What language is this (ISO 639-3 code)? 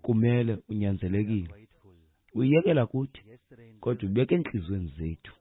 xho